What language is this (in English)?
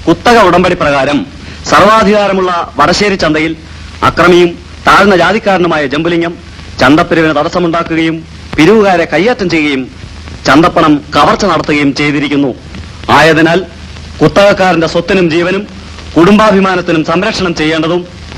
Malayalam